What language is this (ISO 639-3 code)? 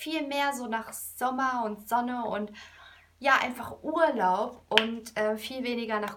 deu